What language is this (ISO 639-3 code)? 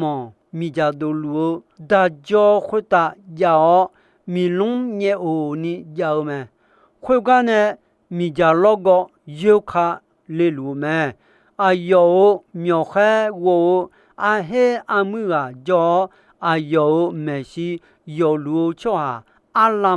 ahk